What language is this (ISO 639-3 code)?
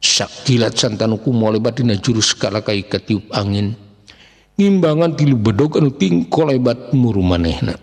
sun